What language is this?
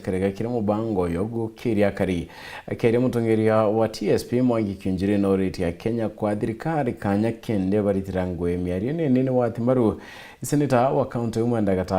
Meru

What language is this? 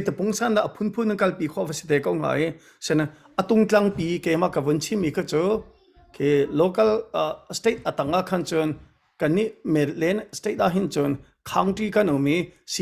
Hakha Chin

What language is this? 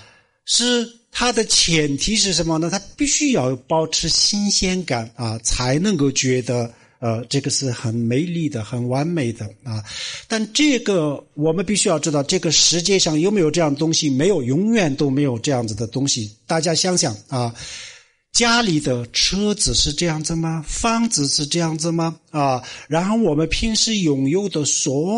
Chinese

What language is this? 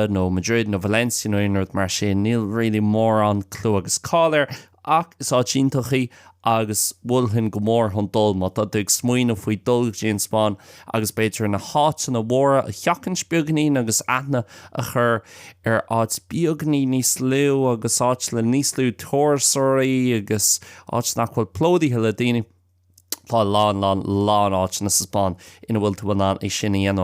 Irish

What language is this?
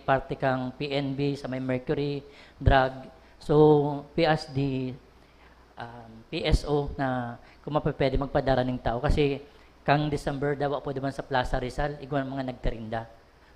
Bikol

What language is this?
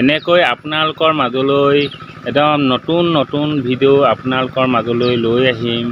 Assamese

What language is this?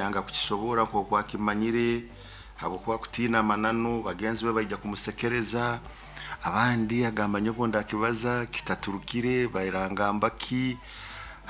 Nyoro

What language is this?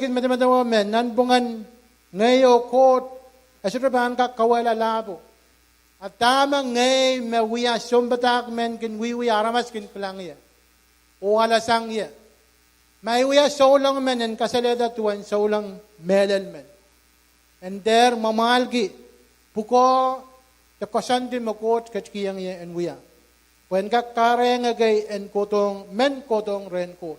Pohnpeian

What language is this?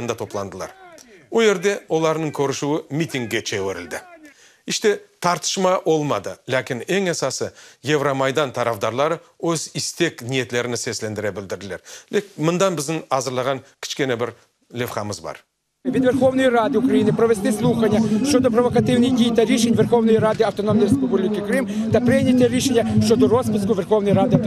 Crimean Tatar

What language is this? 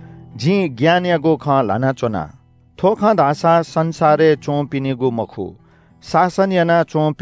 Newari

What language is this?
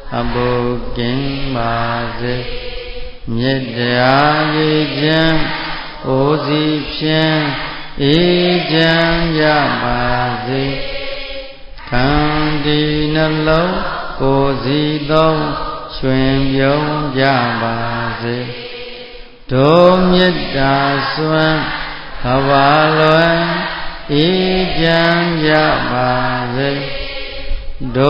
Burmese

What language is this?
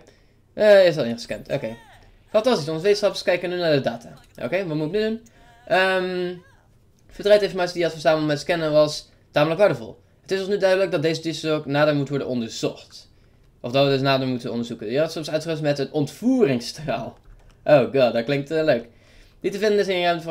Dutch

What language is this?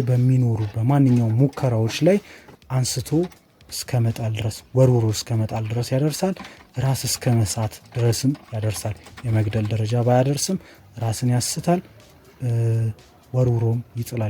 Amharic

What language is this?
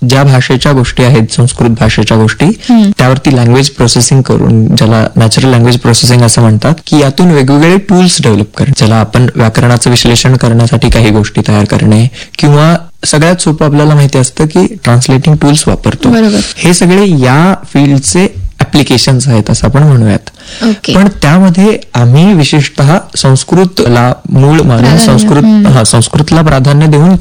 Marathi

